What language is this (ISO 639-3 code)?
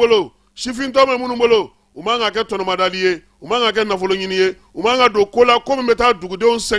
bam